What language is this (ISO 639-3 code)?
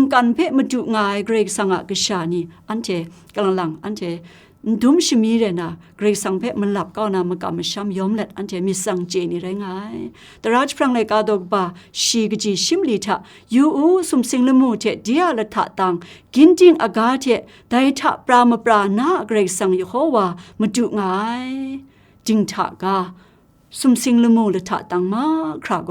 kac